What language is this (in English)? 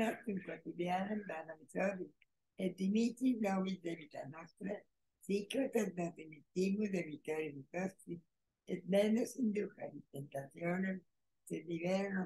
Latin